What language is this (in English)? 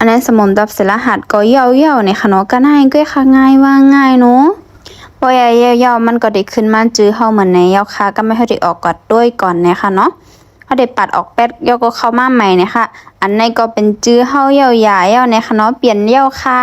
Shan